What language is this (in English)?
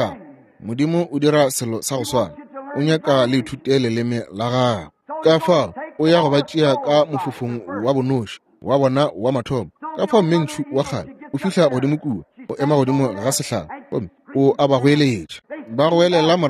Northern Sotho